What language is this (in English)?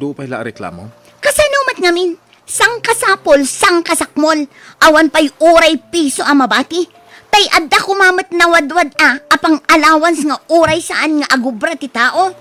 Iloko